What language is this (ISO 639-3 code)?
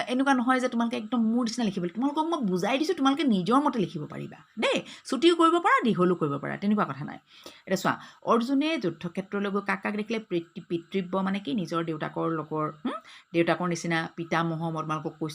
asm